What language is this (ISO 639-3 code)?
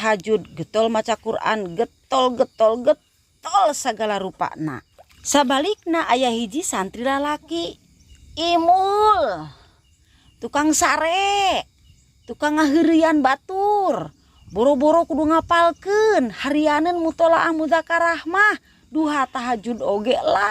sun